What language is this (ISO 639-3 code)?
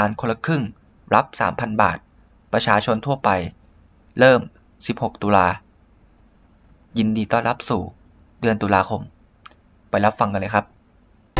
tha